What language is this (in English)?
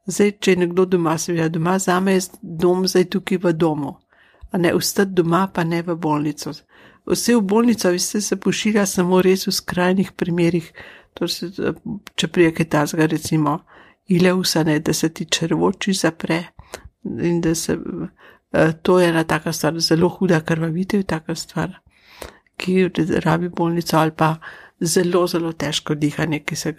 Slovenian